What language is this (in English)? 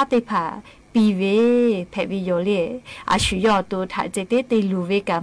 Lahu